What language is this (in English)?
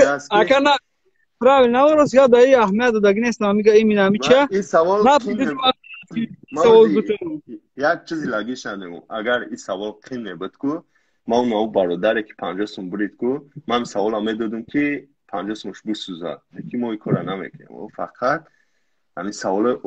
Tajik